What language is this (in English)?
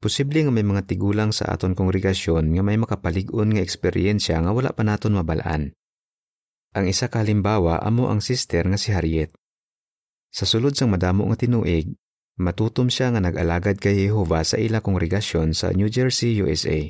Hiligaynon